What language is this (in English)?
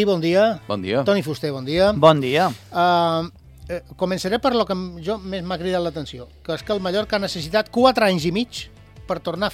Catalan